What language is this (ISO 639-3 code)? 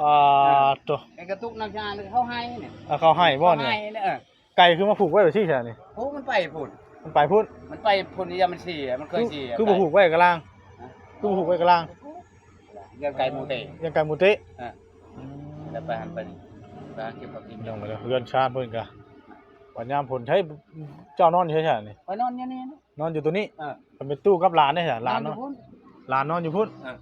tts